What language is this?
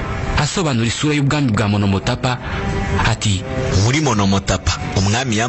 Kinyarwanda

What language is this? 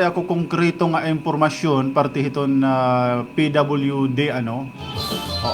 Waray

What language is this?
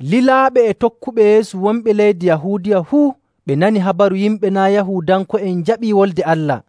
Nigerian Fulfulde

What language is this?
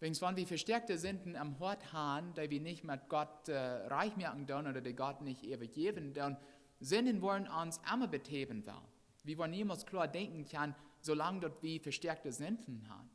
Plautdietsch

